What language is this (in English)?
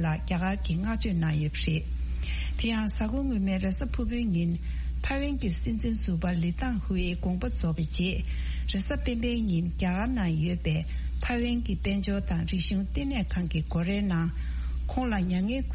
Tibetan